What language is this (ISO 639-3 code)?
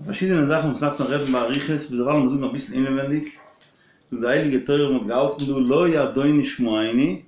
yid